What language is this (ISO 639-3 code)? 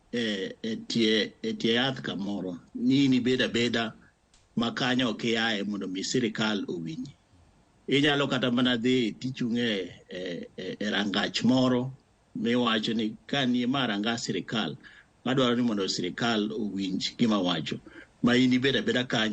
luo